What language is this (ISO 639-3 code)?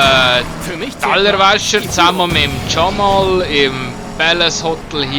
gsw